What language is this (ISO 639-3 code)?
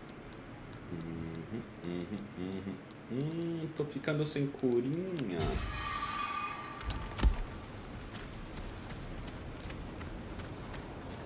por